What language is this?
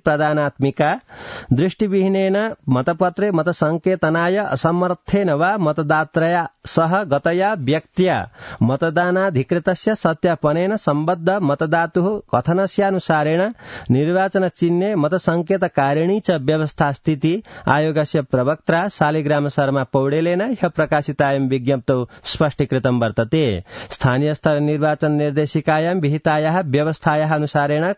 Sanskrit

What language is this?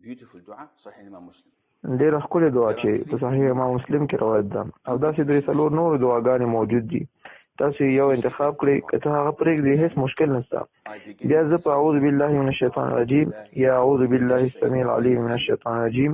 Pashto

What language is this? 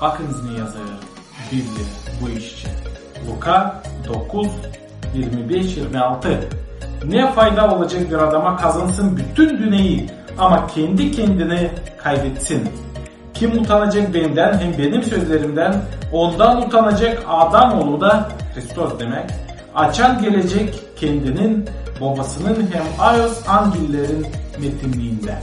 Gagauz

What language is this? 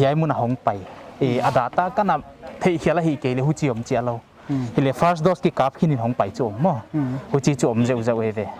Paite Chin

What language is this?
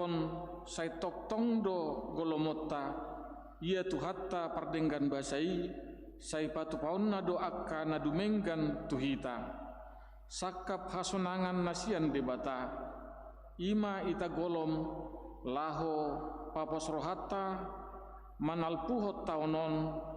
Batak Toba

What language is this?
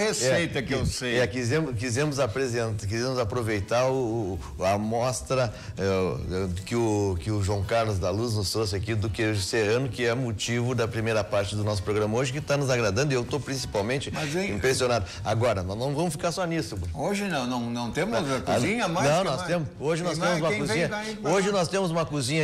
Portuguese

